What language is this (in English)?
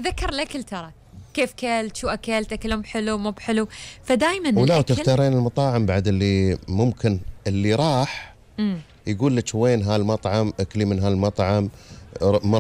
Gulf Arabic